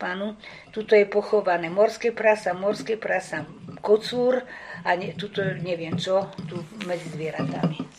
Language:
Slovak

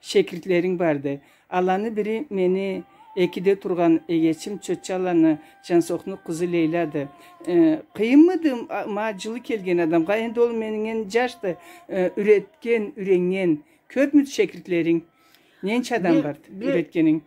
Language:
Karachay-Balkar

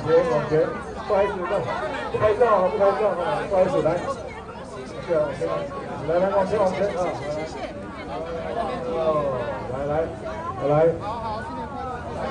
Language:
Chinese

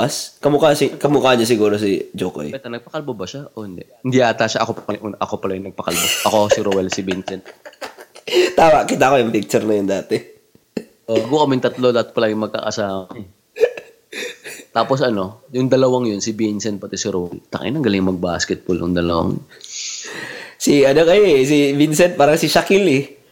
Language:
Filipino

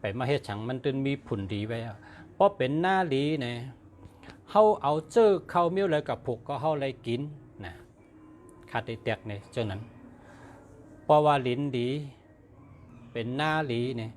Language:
Shan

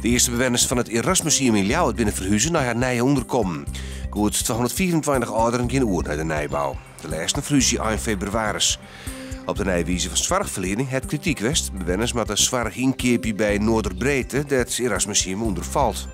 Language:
Western Frisian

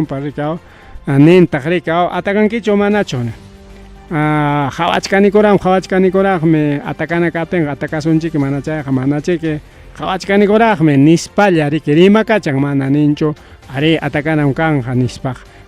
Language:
Ayacucho Quechua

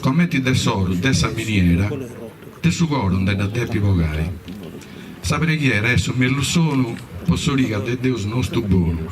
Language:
Sardinian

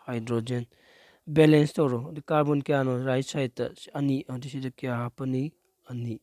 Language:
Manipuri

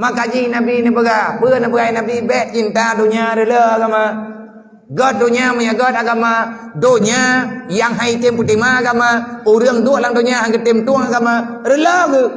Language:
Achinese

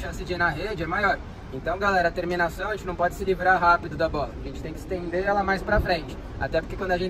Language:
Portuguese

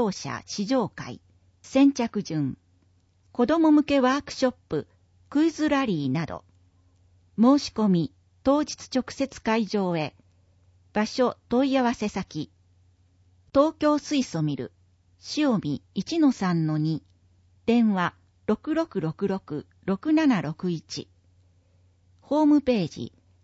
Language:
Japanese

